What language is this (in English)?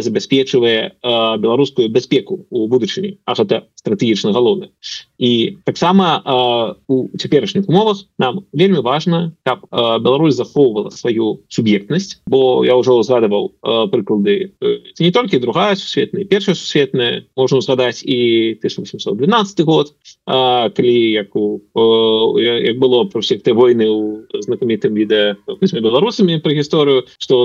Belarusian